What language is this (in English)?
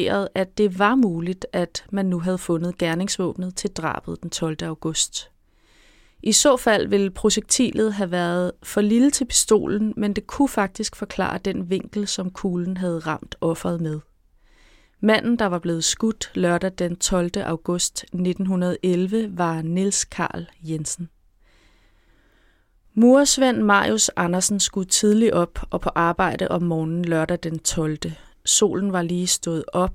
Danish